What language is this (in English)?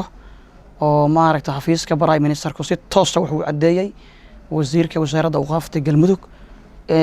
Somali